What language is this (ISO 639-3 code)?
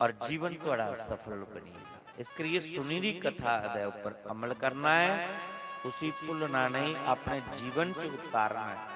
doi